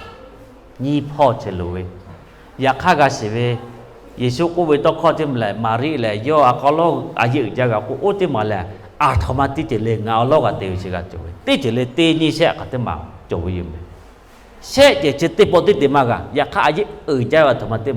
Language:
Lahu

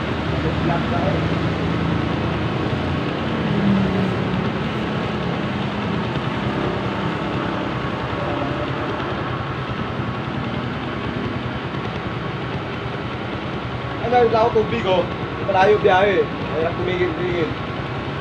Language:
Filipino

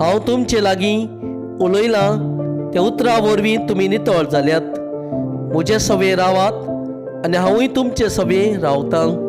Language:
Konkani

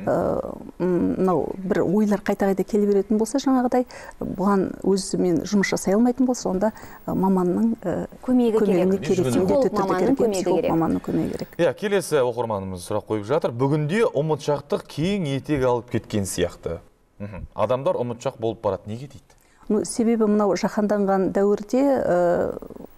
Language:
Kazakh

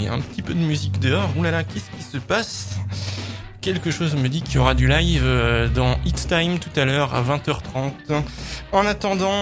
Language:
French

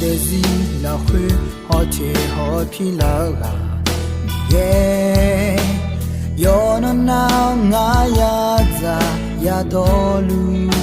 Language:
Akha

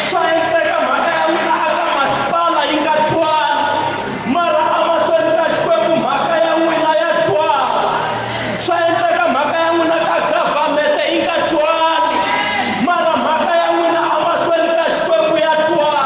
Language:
Tsonga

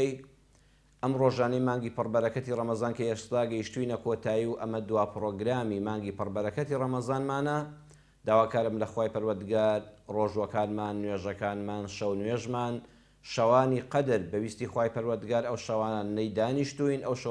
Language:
Central Kurdish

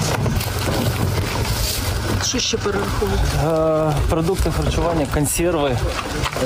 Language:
Ukrainian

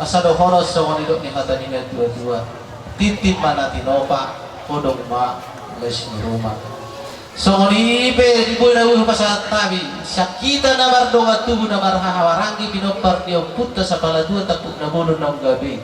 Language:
Batak Toba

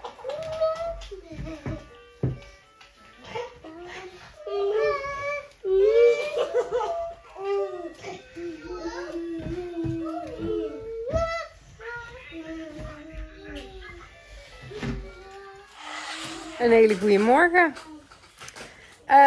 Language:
Dutch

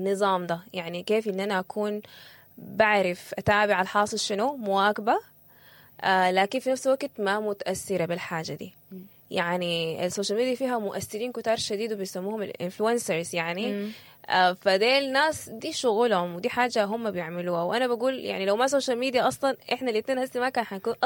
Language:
Sudanese Arabic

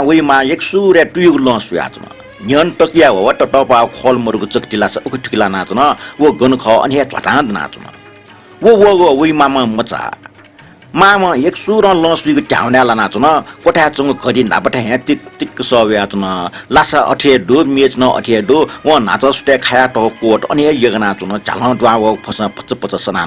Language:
Newari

